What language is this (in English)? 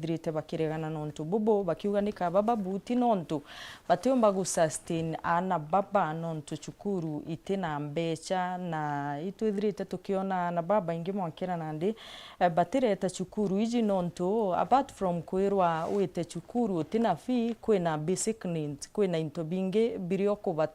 Meru